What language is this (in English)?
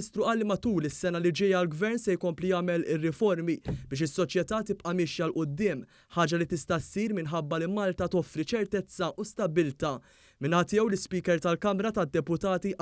Maltese